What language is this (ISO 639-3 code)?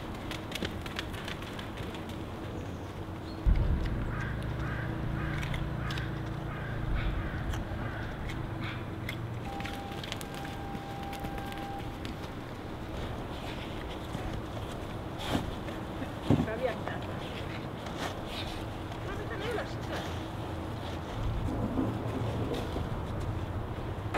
fin